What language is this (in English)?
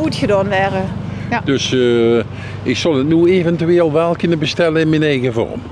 Limburgish